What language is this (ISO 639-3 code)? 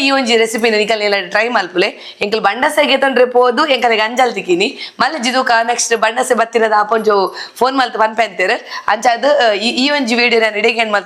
tcy